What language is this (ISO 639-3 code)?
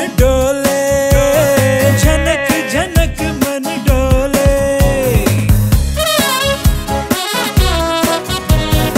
kan